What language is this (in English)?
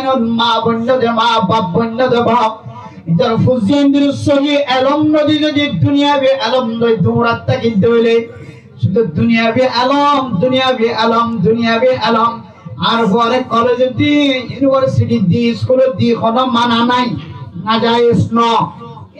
Rohingya